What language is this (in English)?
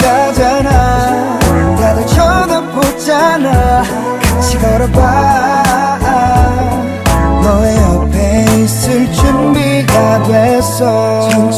Korean